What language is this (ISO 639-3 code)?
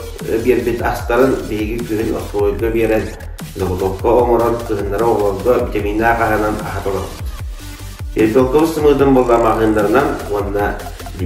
sah